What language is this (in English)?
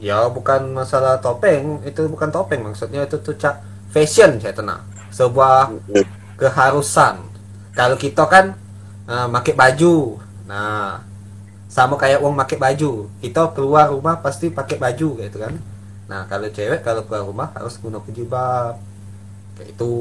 Musi